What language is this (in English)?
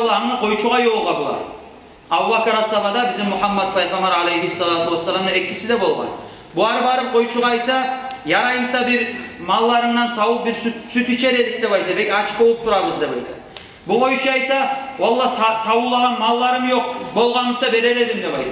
Kumyk